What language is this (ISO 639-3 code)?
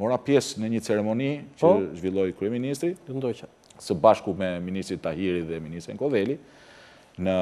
sqi